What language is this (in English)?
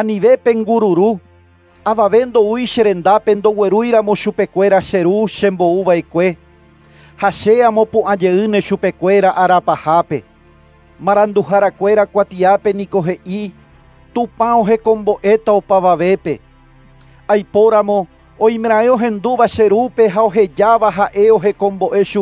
Guarani